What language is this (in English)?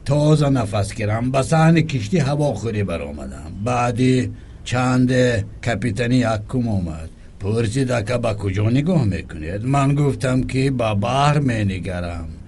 Tajik